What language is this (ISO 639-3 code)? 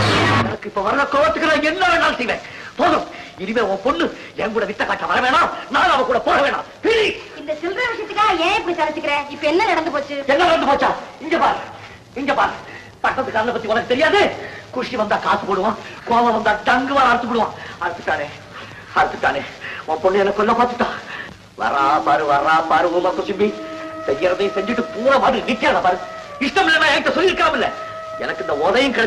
tam